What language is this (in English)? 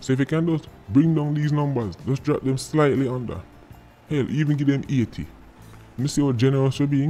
Jamaican Creole English